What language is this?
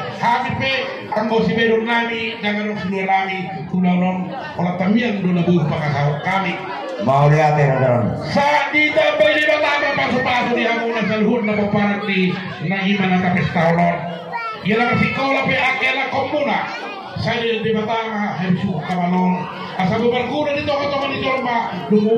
Batak Toba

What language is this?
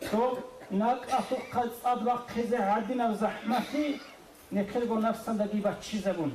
Avaric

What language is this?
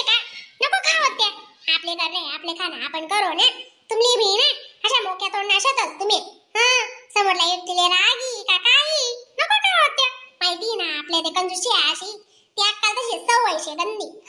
Khandesi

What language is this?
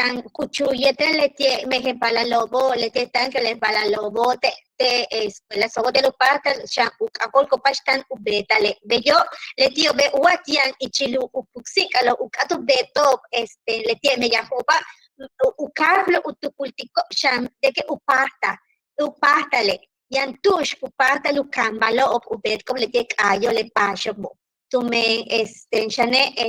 Yucateco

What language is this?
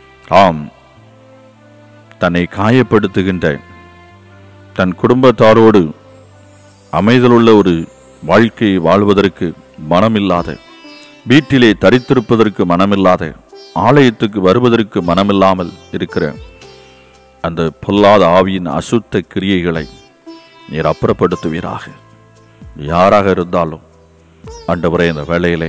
Tamil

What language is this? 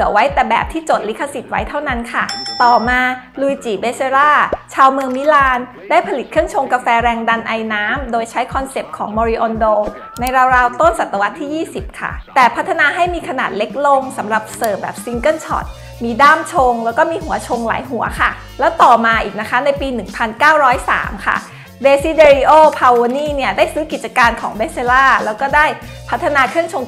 Thai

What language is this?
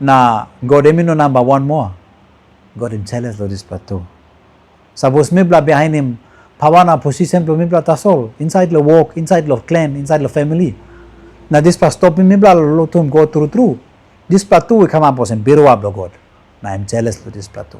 Tok Pisin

